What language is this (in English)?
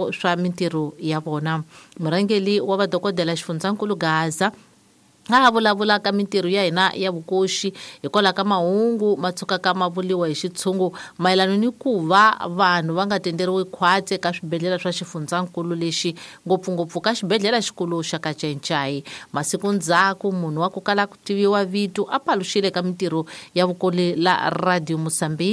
Tsonga